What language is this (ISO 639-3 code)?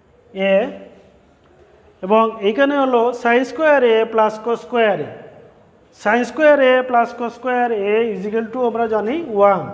ben